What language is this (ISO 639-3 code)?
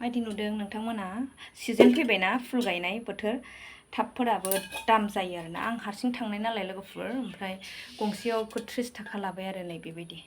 brx